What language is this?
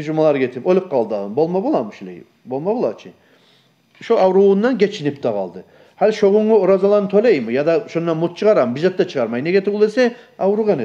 Kumyk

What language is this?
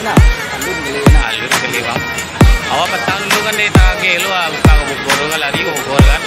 Minangkabau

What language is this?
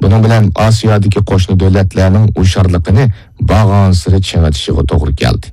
Uyghur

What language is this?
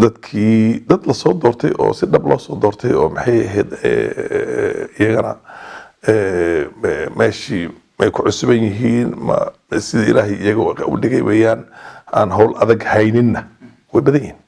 Somali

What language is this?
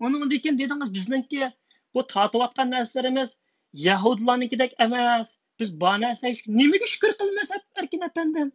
Uyghur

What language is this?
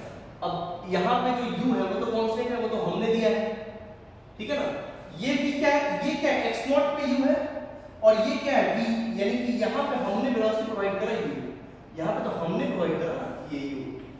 Hindi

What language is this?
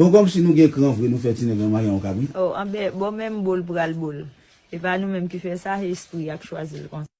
Haitian Creole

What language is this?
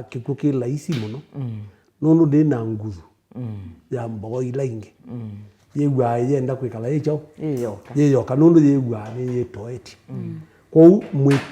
Kamba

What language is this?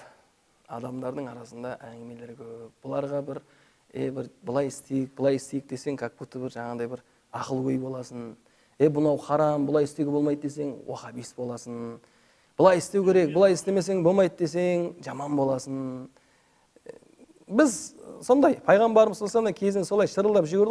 Kazakh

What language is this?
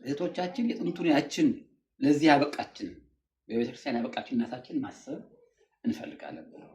Amharic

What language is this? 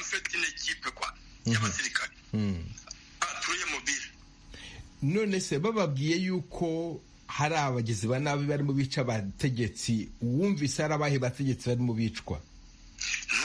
Kinyarwanda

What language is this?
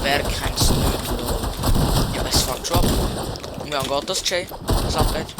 Swiss German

